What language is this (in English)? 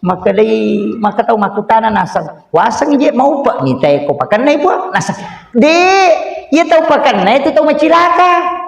Buginese